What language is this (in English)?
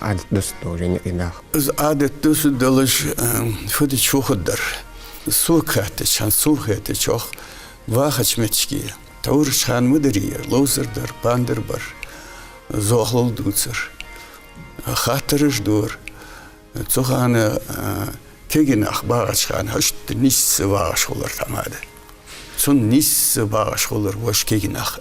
Ingush